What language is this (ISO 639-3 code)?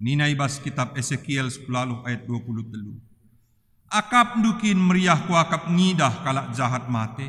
btx